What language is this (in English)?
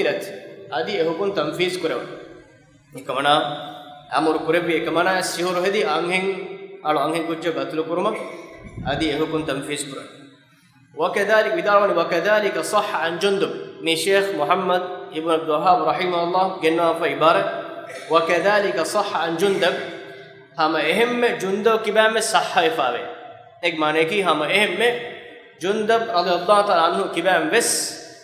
Divehi